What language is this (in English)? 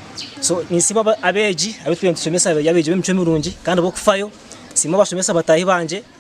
Nyankole